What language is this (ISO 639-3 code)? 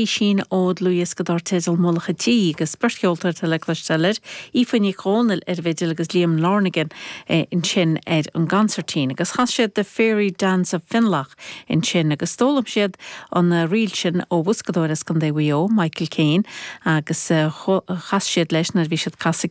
gle